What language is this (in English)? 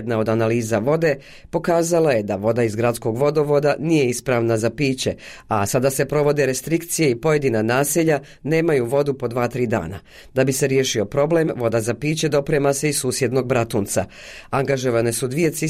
Bosnian